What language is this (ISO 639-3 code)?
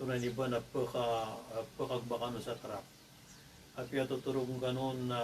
mrw